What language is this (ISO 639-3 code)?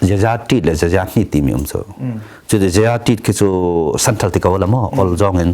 cnh